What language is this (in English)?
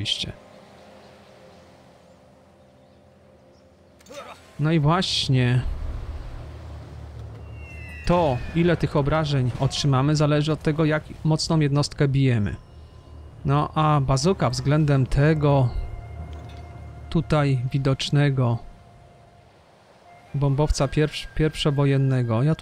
Polish